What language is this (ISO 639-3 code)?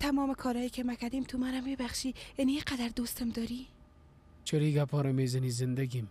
fas